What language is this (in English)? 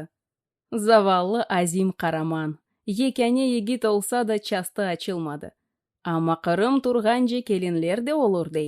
Crimean Tatar